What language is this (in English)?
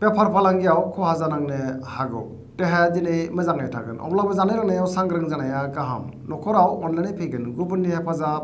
Bodo